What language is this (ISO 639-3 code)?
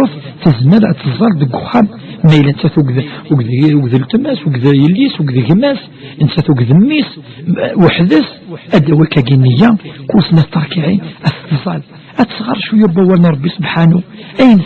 kab